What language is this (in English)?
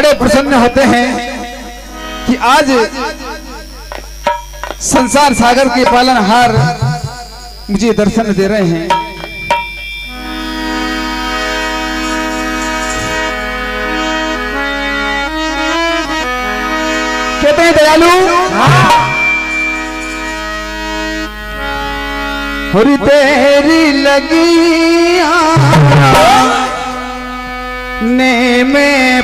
Hindi